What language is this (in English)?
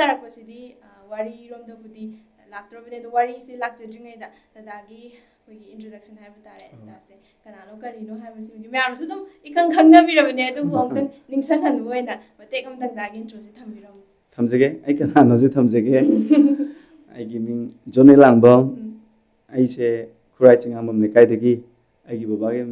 Manipuri